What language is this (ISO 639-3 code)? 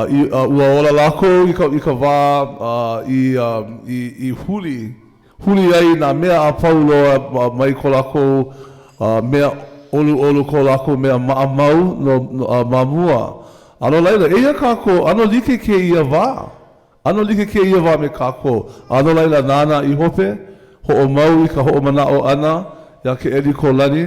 haw